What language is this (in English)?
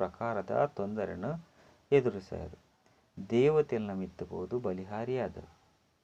Tulu